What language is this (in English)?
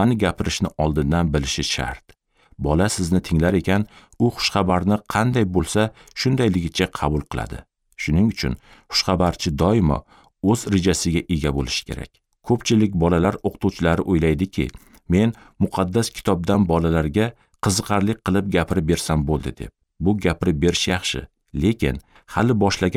Uzbek